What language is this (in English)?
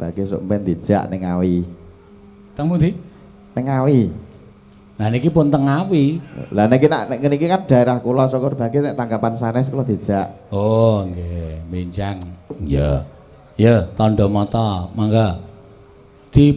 Javanese